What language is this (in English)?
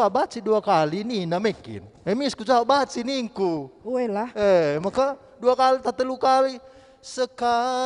Batak Karo